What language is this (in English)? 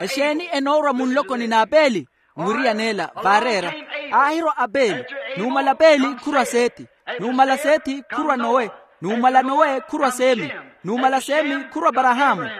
Makhuwa